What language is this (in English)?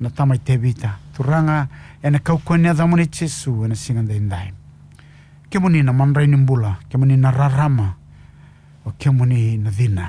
Fijian